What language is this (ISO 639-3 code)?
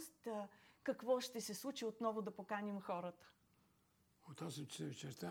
bul